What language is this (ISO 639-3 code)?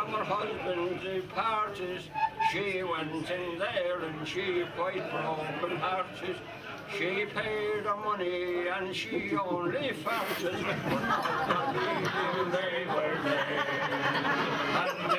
eng